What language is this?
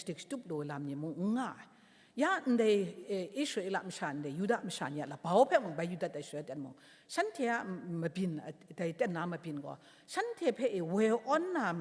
Kachin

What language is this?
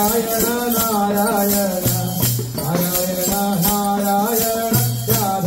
Malayalam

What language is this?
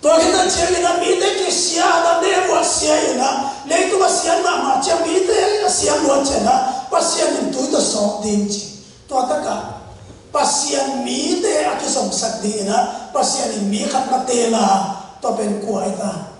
Tedim Chin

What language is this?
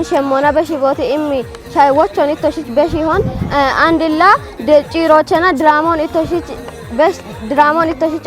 Kafa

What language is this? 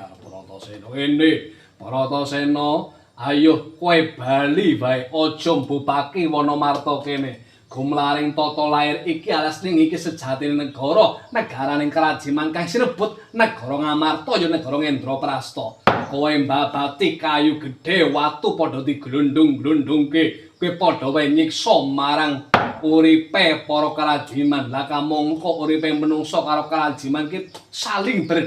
Javanese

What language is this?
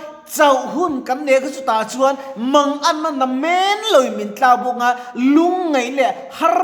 Mizo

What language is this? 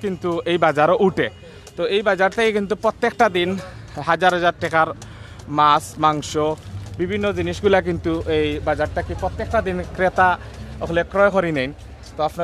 Sylheti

